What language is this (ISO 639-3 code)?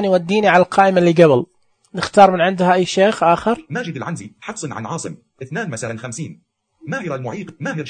ars